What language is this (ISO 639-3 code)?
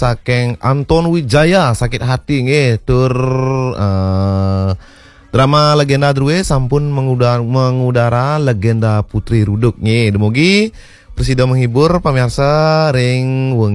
ban